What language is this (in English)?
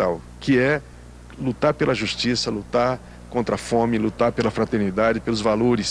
Portuguese